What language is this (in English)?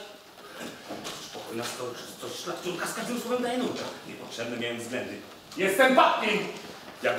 Polish